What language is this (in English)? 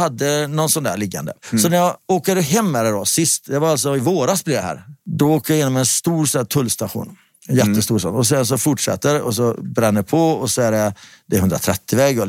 Swedish